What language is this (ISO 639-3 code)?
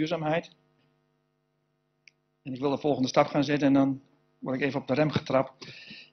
nld